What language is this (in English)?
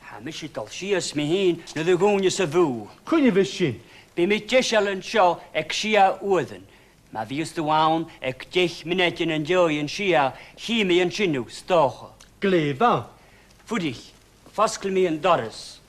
Scottish Gaelic